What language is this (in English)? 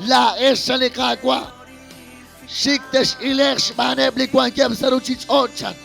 Kekchí